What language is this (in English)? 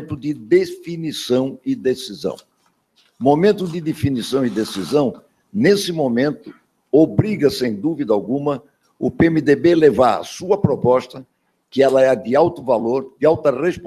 Portuguese